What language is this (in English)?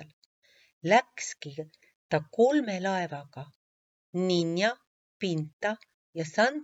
Estonian